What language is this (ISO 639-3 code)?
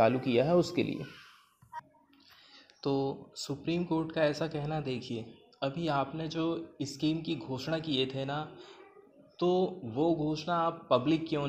hin